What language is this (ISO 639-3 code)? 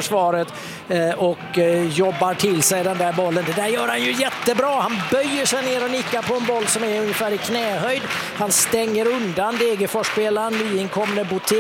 swe